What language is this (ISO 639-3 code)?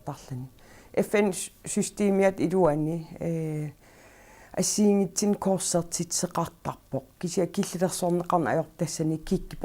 kal